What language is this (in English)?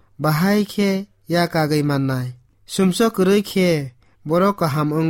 Kok Borok